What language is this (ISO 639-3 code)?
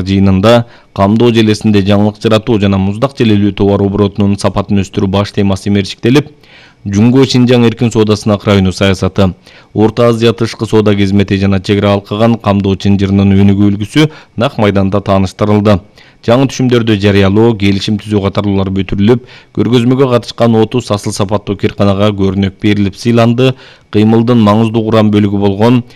kir